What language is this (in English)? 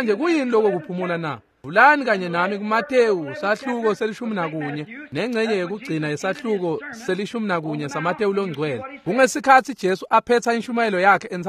Swati